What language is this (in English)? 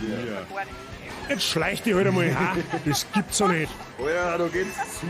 Bavarian